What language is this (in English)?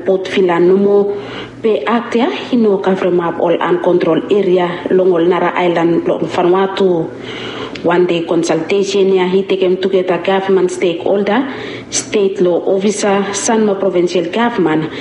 Bislama